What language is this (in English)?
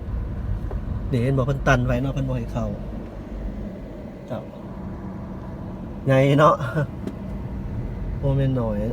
Lao